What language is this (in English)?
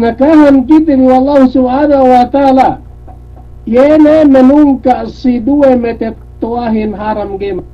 Yakan